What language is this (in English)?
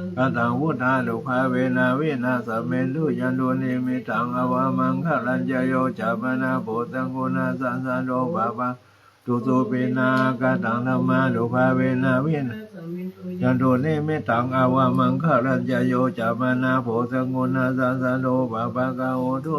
Pali